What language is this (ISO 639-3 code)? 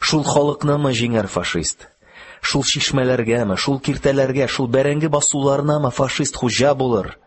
tat